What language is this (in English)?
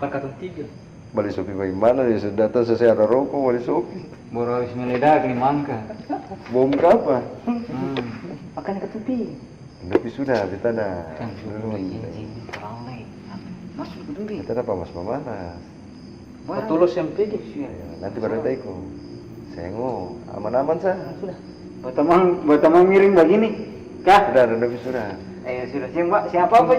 Ambonese Malay